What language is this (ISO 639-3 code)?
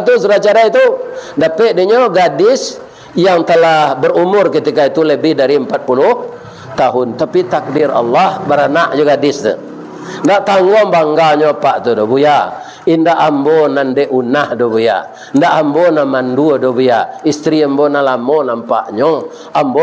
min